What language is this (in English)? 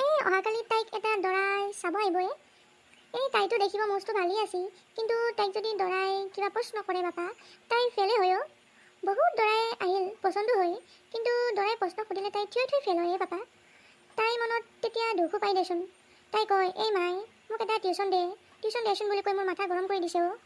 Assamese